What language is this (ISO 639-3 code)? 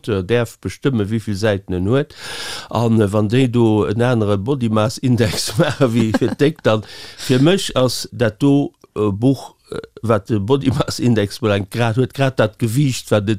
ltz